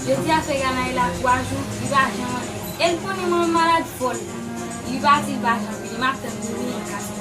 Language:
Haitian Creole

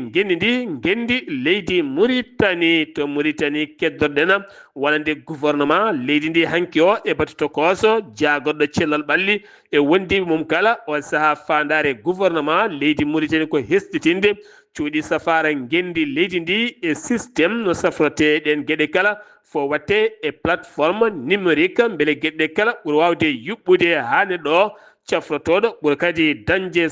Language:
Fula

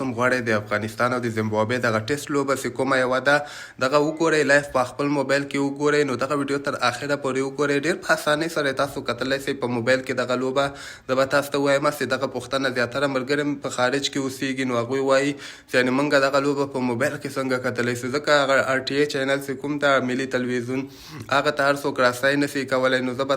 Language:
Pashto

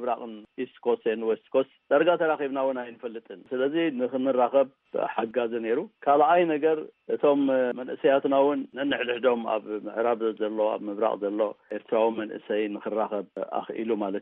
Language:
Tigrinya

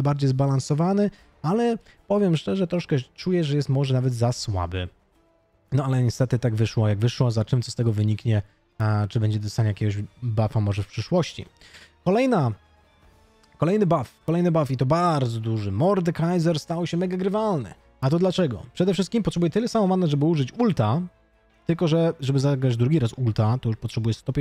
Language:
Polish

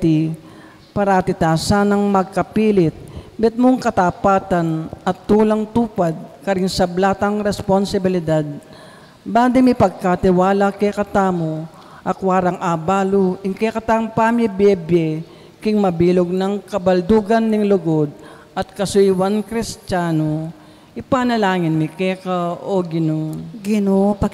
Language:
Pampanga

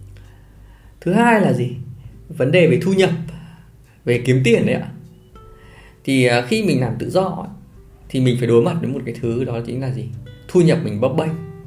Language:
Vietnamese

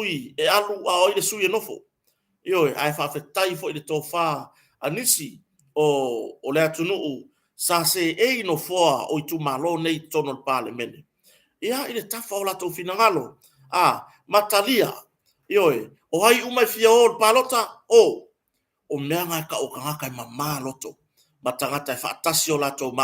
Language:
Samoan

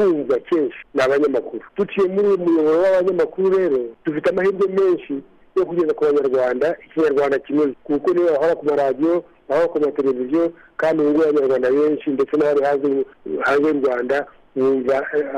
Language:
Kinyarwanda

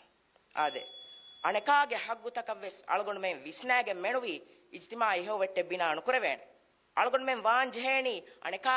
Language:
Divehi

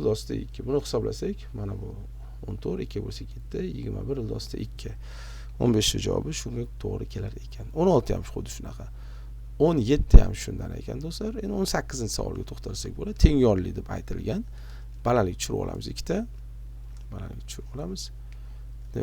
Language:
Uzbek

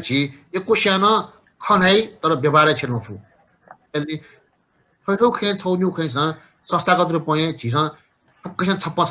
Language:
Newari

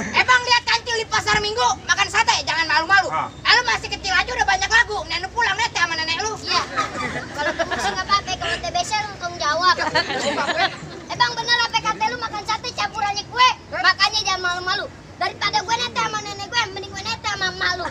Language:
Betawi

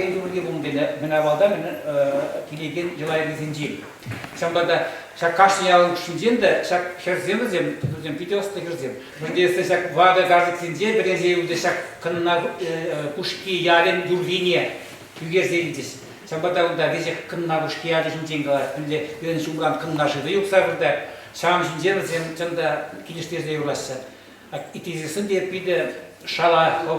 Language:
Chuvash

